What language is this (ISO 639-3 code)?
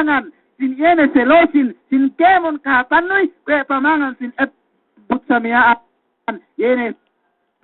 yka